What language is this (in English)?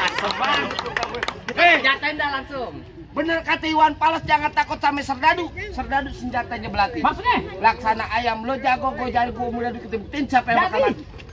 Betawi